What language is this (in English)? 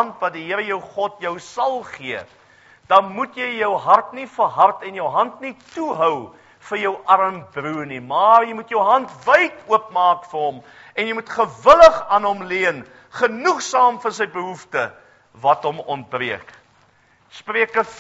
Afrikaans